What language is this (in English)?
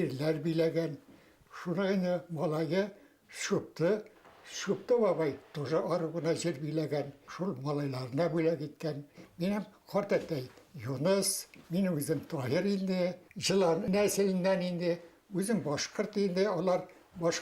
Bashkir